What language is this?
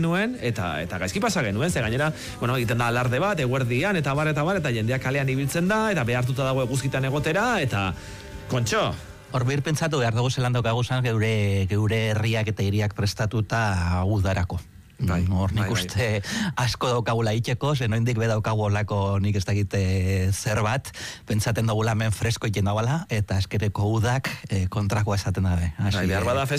Basque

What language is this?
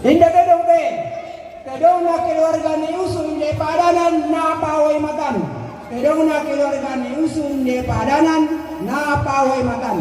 Toraja-Sa'dan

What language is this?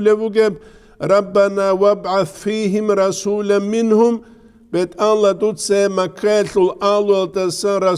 Avaric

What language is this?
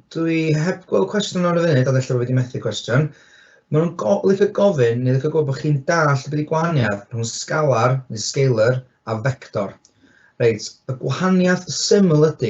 Welsh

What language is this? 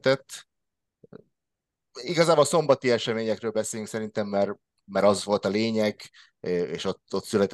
Hungarian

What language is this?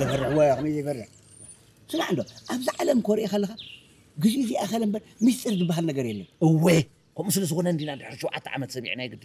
Tigrinya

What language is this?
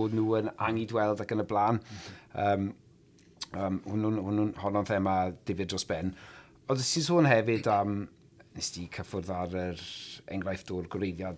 Welsh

